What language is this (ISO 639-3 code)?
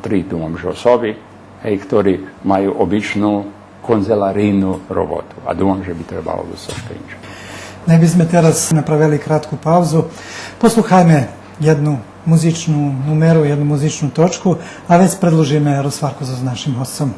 rue